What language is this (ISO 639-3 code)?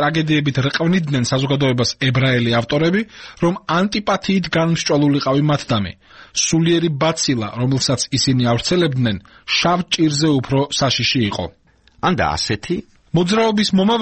kat